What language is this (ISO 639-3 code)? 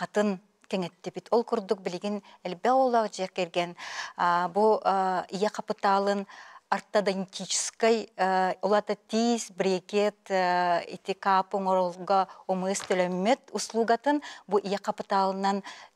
sah